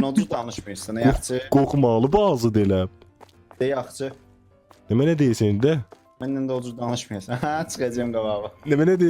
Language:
South Azerbaijani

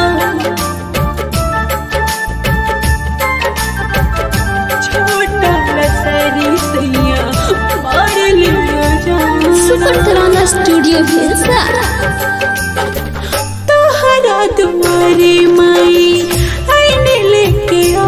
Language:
Bhojpuri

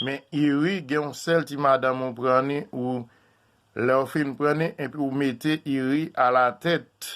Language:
Haitian Creole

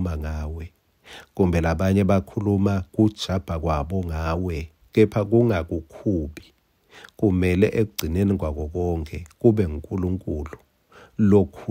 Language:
Swati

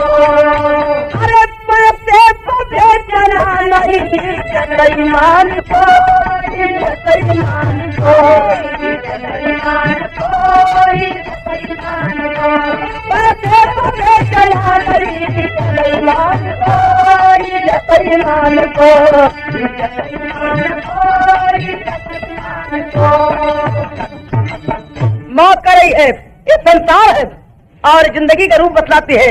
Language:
Bhojpuri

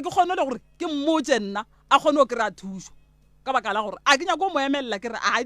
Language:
Northern Sotho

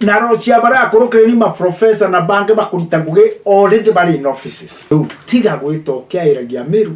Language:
Meru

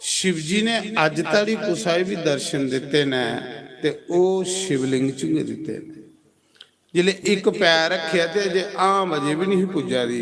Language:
Dogri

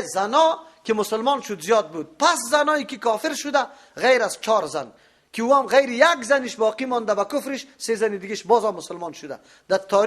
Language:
Persian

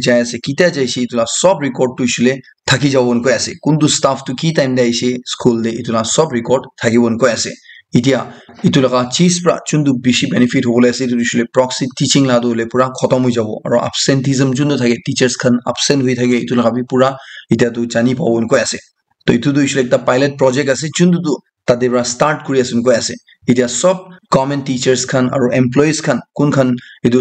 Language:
Naga Pidgin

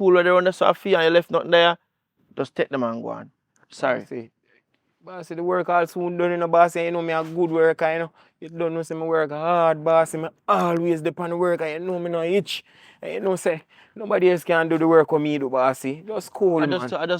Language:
Jamaican Creole English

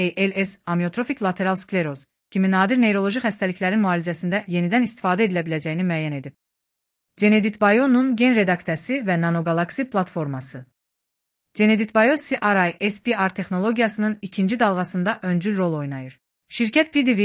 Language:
Azerbaijani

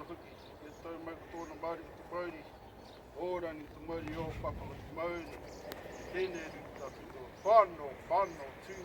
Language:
Māori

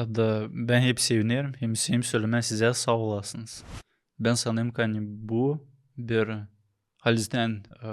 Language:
Gagauz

